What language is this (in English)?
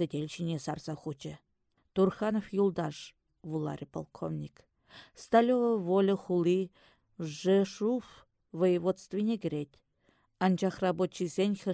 Chuvash